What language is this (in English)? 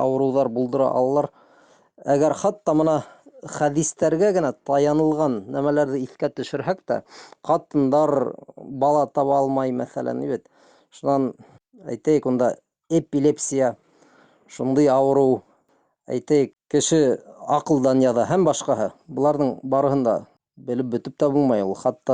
Bashkir